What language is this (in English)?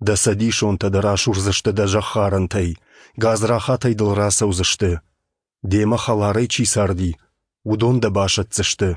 Ossetic